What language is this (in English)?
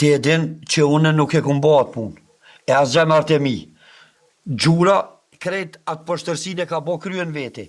Albanian